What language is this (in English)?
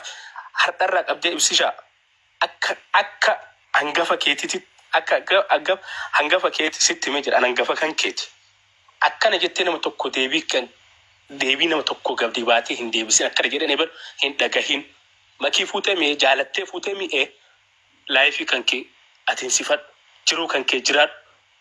Oromo